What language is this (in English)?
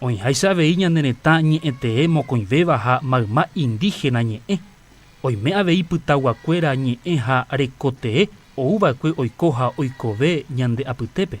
Guarani